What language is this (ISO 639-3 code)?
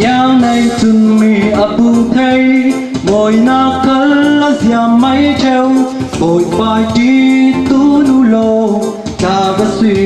cfm